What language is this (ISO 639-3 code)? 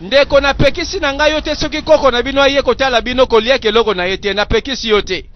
lin